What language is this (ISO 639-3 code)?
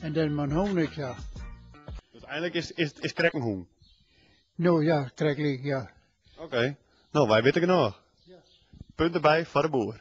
fry